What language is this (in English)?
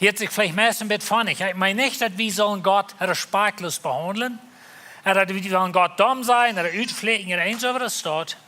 Plautdietsch